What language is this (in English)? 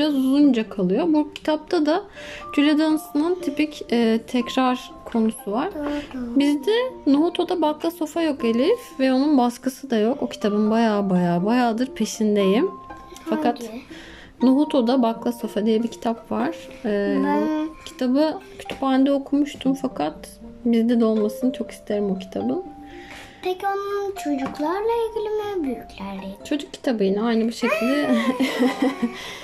Turkish